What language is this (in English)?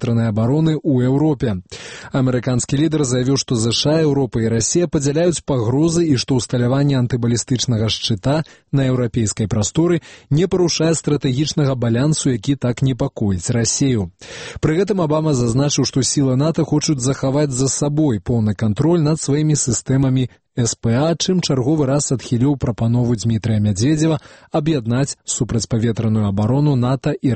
Belarusian